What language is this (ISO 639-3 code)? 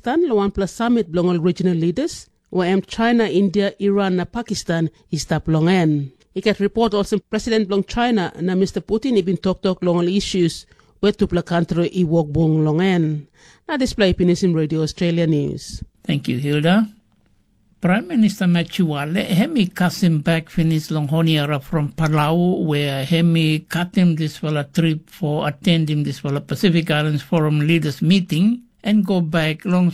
tpi